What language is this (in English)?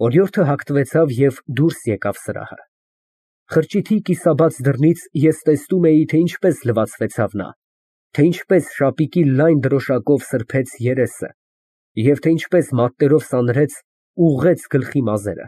Armenian